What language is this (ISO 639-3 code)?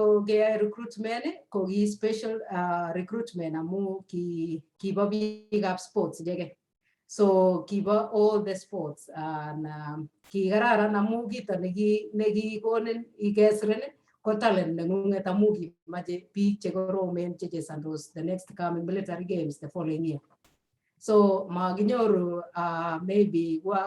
kln